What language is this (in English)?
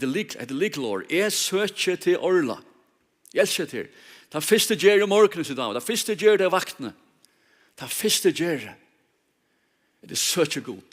Faroese